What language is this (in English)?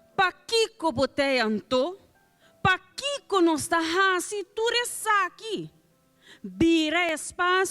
Papiamento